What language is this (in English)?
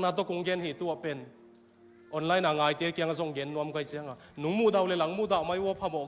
Tedim Chin